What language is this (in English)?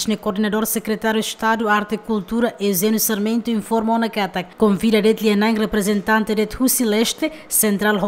Tetum